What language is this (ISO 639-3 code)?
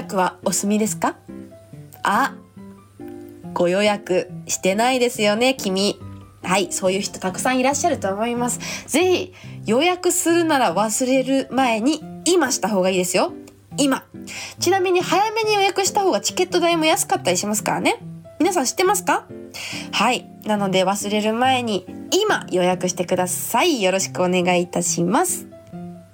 jpn